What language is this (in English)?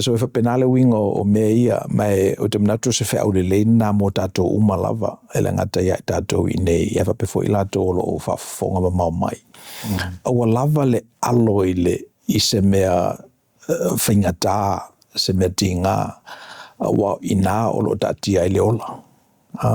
Samoan